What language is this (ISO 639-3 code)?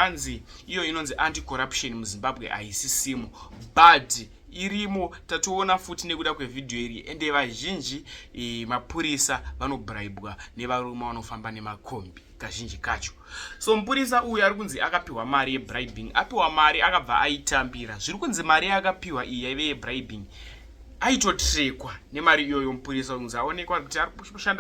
sna